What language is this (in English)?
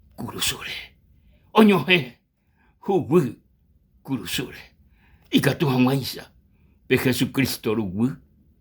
Guarani